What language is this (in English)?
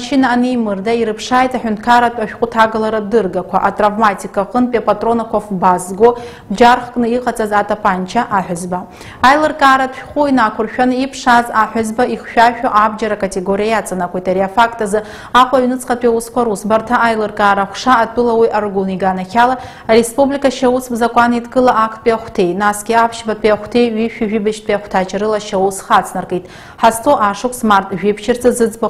Abkhazian